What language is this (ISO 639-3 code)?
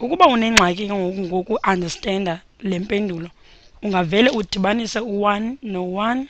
xho